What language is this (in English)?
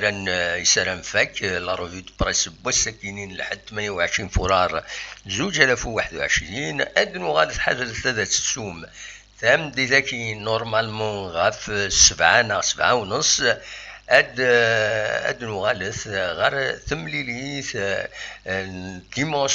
Kabyle